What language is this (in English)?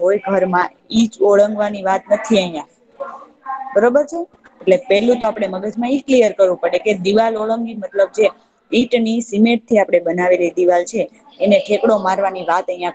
Gujarati